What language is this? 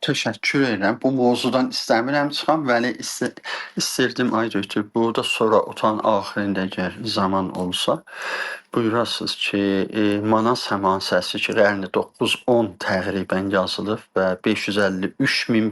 South Azerbaijani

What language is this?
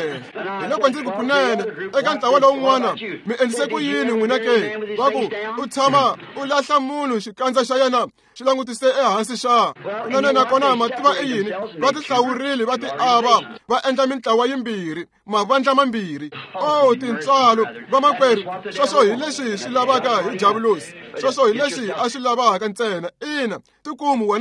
Tsonga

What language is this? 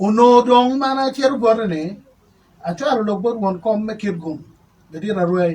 Acoli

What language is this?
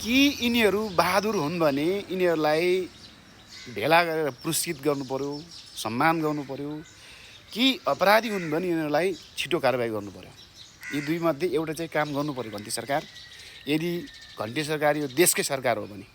Nepali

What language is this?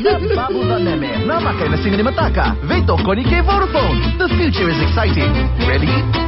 Fijian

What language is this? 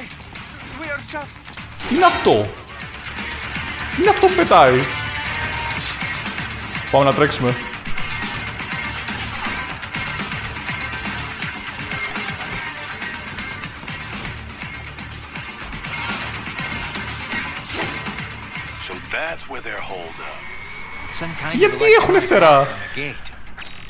Greek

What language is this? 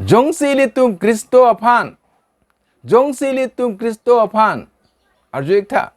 Karbi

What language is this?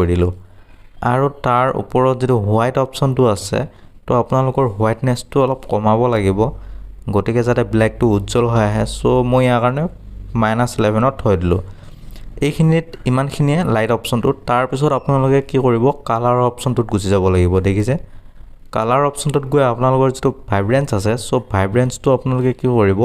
Assamese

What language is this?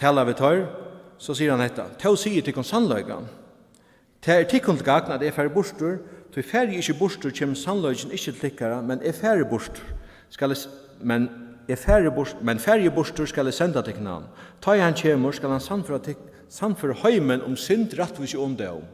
Faroese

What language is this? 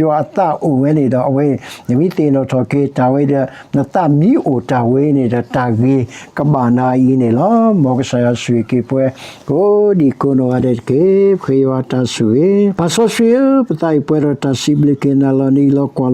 S'gaw Karen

